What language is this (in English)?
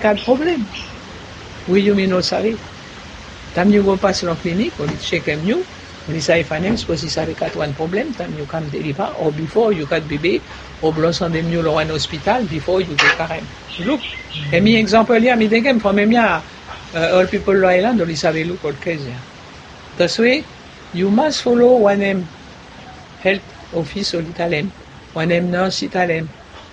Bislama